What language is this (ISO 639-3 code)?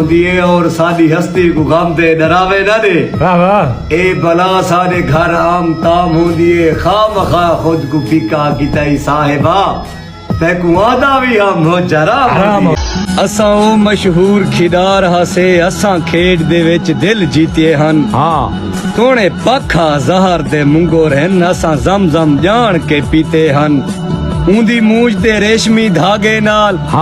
skr